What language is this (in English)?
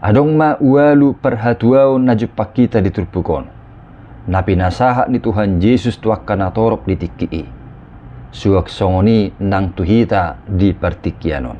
Batak Toba